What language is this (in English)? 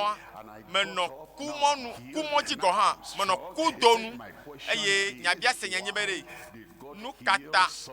Ewe